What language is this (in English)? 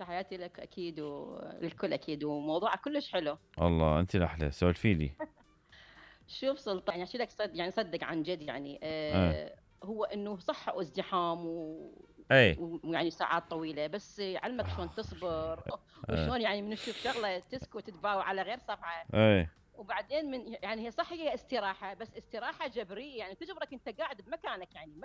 Mesopotamian Arabic